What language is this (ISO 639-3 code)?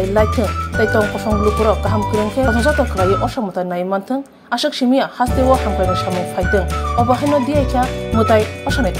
trp